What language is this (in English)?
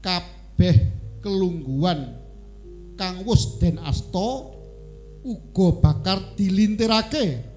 Javanese